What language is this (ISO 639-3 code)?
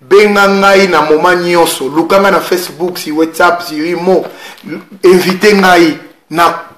lin